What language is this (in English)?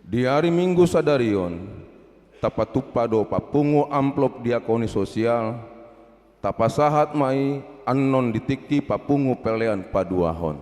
Batak Toba